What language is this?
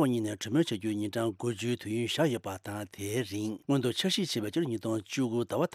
Tibetan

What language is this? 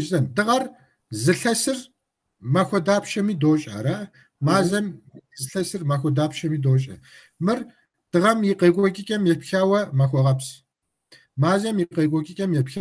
Kabardian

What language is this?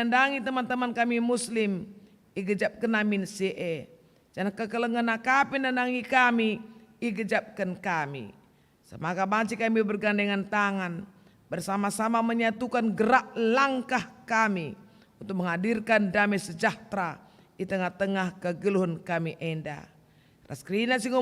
Batak Karo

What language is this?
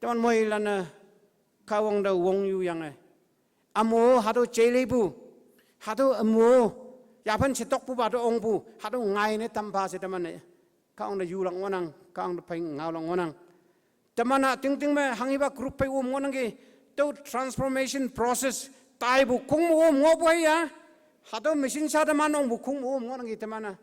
Konyak Naga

